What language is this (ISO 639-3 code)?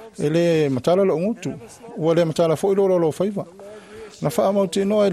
smo